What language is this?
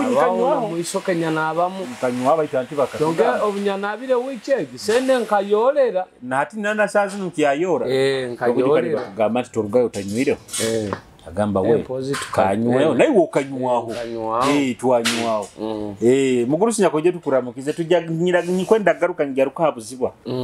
Nyoro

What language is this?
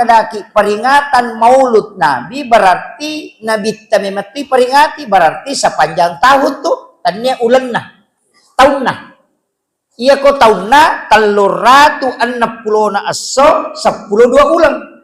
Buginese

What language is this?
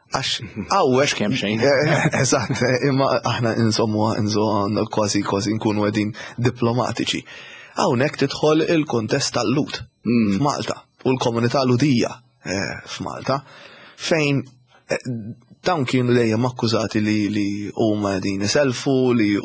Maltese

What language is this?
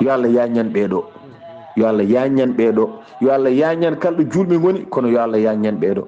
Fula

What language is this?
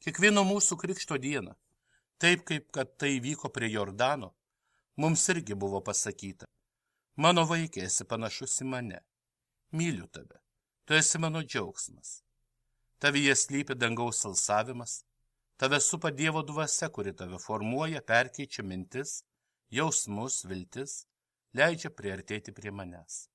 Lithuanian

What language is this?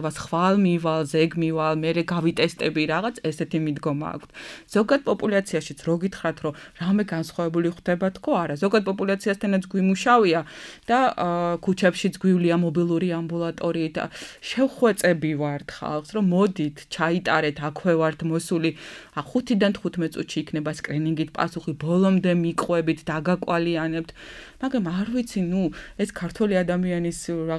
Georgian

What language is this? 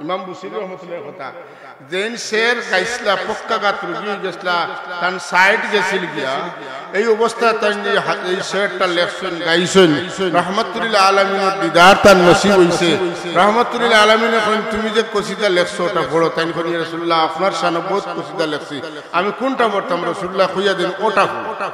Sylheti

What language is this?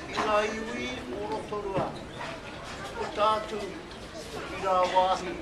Māori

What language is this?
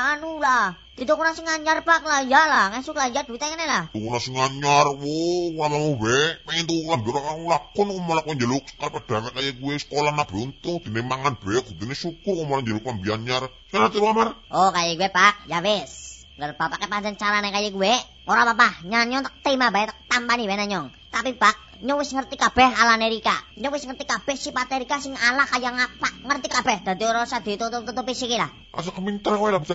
Javanese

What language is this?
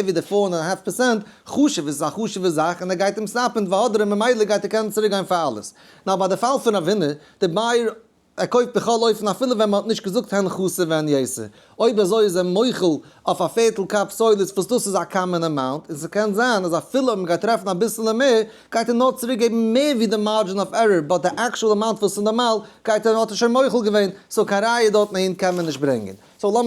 Yiddish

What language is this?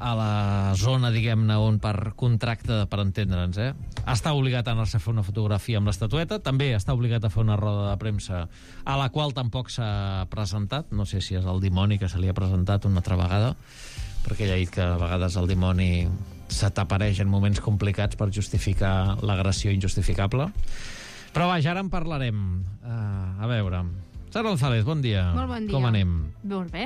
Catalan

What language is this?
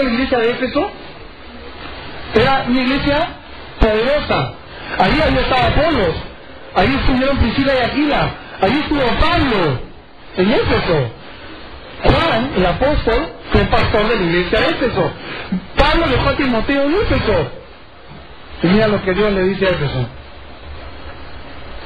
Spanish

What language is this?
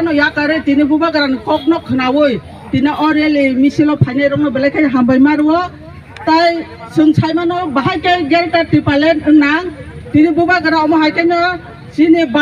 Kok Borok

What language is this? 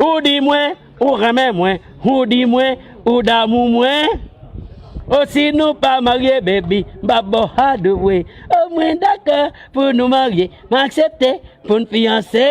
Haitian Creole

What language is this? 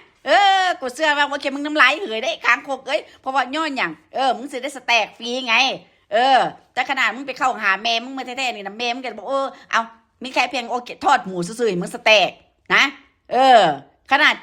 Northeastern Thai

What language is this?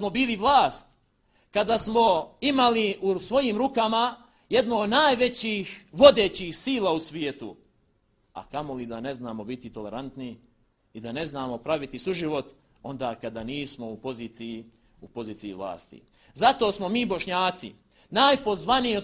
Bosnian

